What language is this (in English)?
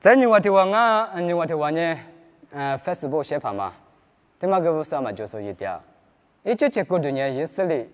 Lisu